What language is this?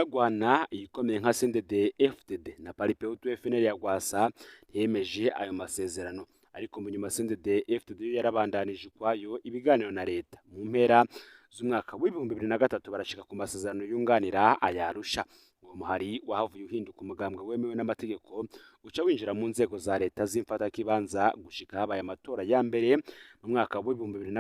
Rundi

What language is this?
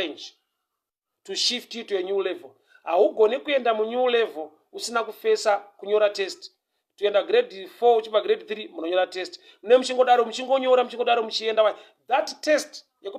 Shona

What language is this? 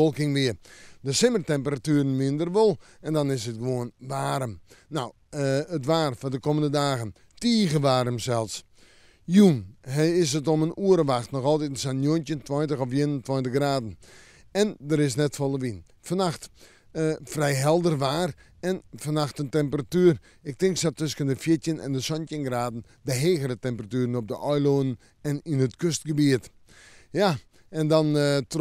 Western Frisian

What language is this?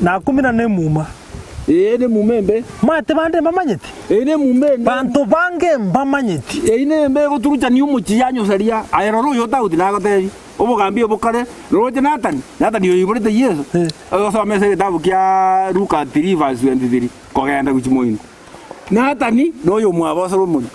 Gusii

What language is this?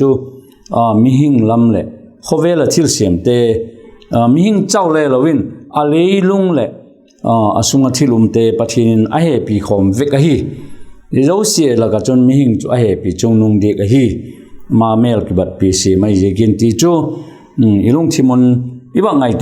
Vaiphei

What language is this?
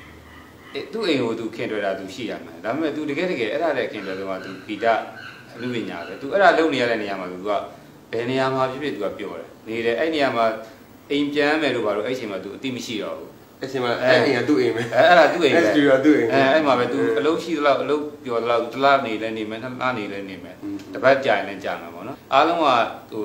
Burmese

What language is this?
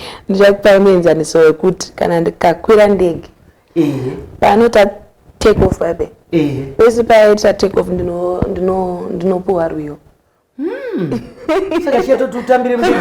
Shona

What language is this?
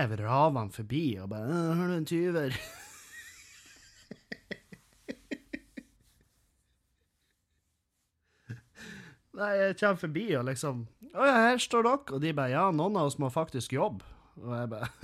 Norwegian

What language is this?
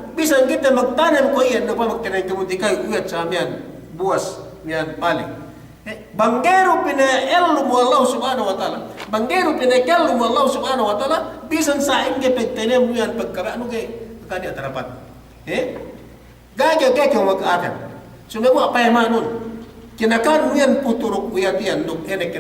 Yakan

